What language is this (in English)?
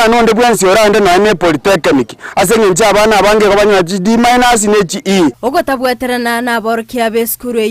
Gusii